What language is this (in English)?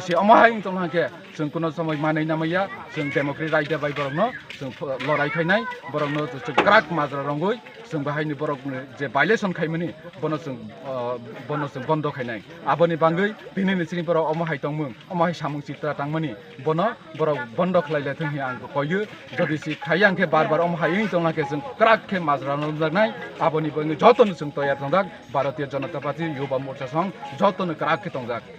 Kok Borok